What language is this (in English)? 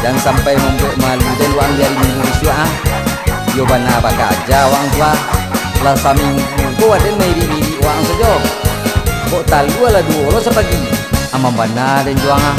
Minangkabau